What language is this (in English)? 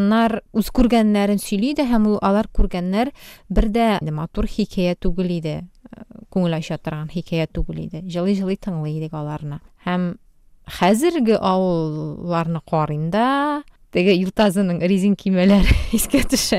Tatar